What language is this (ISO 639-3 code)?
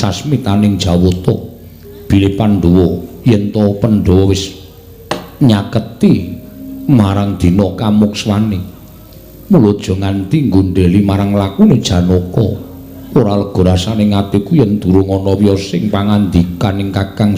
jav